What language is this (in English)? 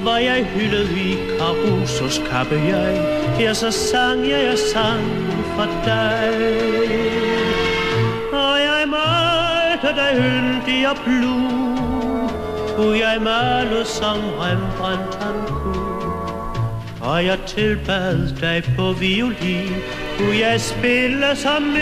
Danish